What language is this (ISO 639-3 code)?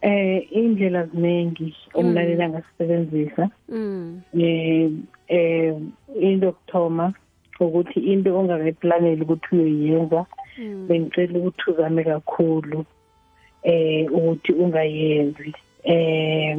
nbl